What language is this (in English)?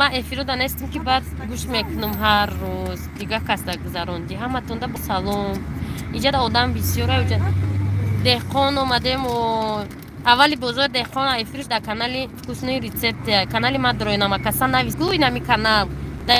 Tajik